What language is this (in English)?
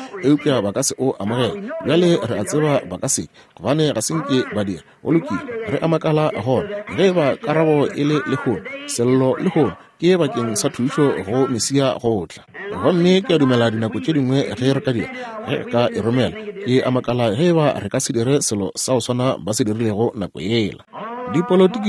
Northern Sotho